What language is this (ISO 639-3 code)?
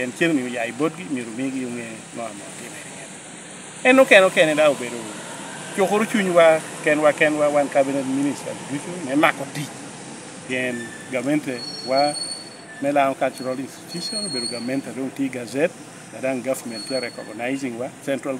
laj